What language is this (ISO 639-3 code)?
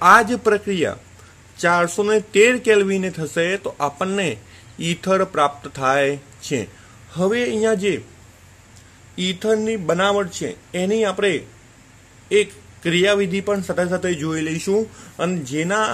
guj